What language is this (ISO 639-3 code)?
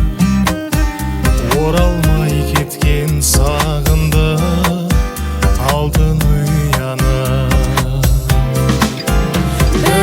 kaz